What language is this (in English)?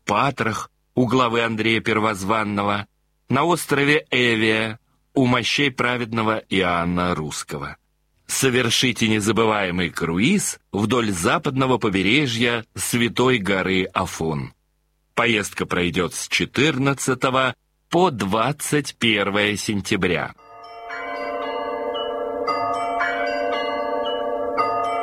Russian